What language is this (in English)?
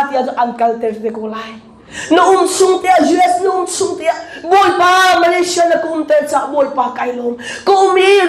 Hakha Chin